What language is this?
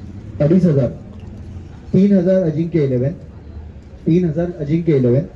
Marathi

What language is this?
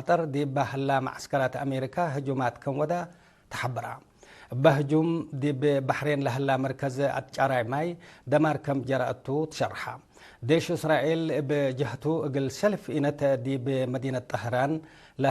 Tigre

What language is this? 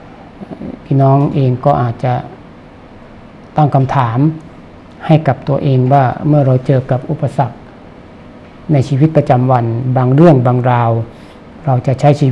Thai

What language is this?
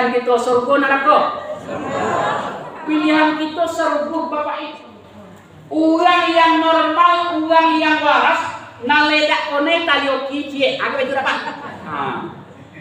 Minangkabau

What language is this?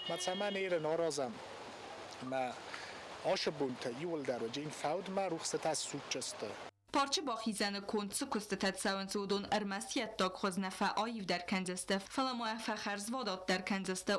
Ossetic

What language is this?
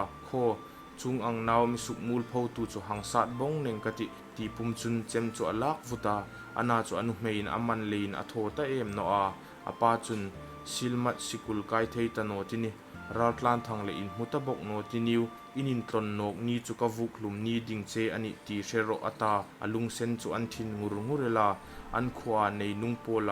Hmar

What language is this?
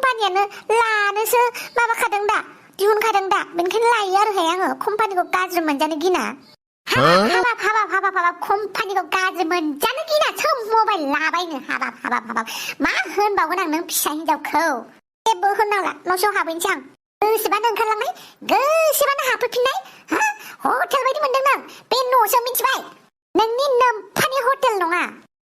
Bodo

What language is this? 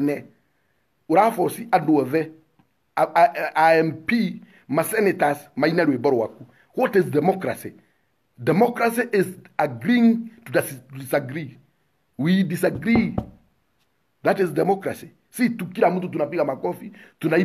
Swahili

